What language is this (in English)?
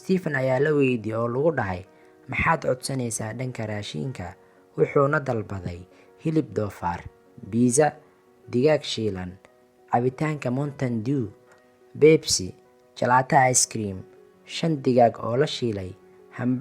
Somali